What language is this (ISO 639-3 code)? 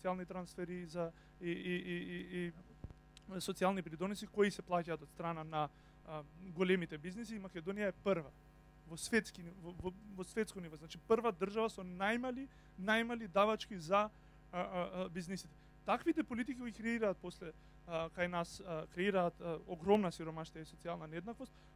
mkd